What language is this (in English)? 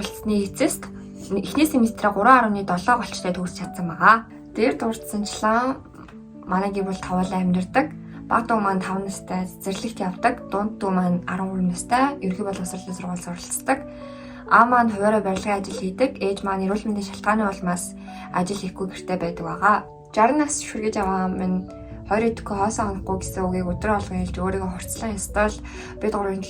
Mongolian